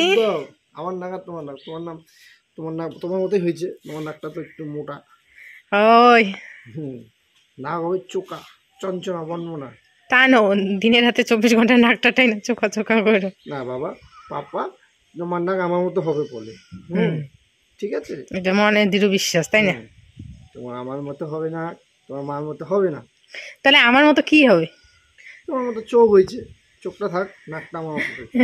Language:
Bangla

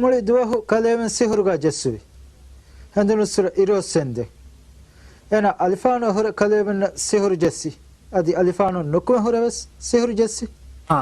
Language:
Divehi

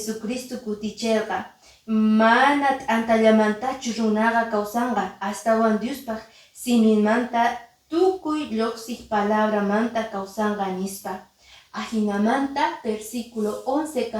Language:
Quechua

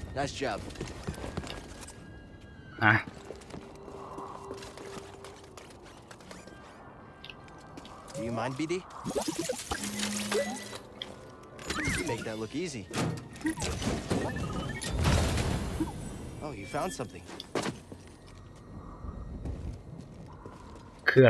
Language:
Thai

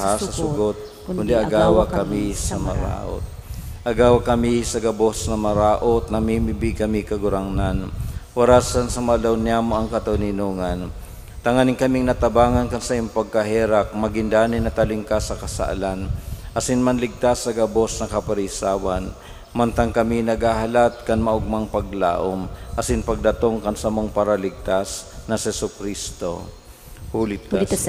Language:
Bikol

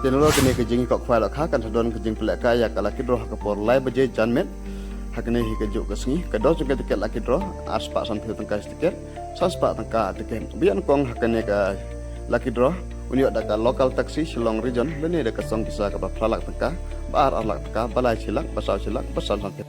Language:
Khasi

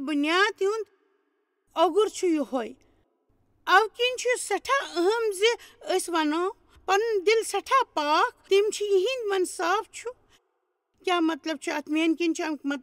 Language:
Kashmiri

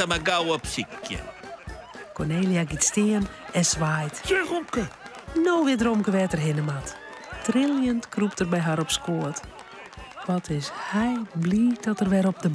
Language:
Western Frisian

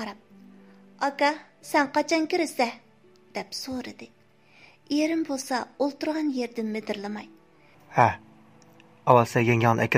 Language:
Uyghur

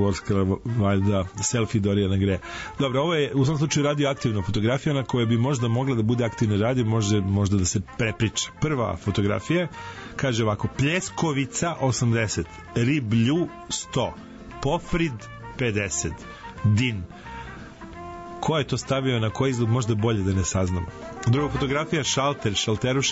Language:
Serbian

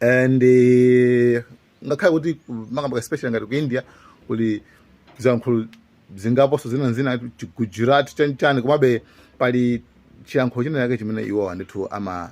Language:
Nyanja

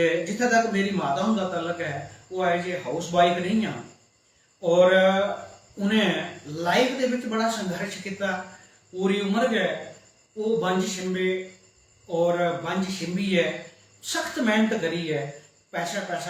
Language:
Dogri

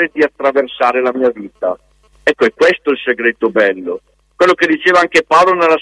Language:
Italian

